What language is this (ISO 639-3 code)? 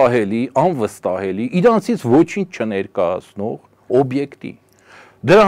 hye